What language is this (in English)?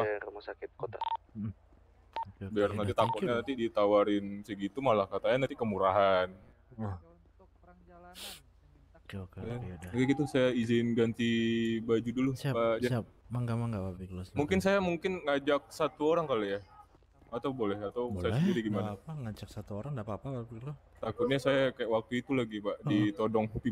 Indonesian